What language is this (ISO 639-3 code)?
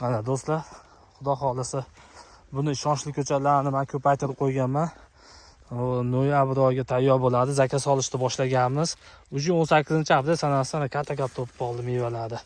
uzb